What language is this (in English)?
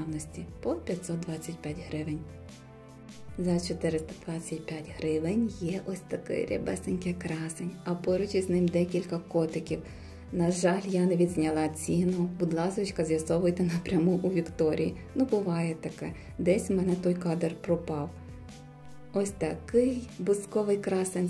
Ukrainian